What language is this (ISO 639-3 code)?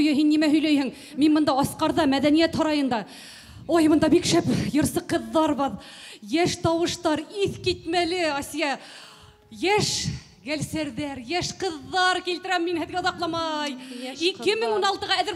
bak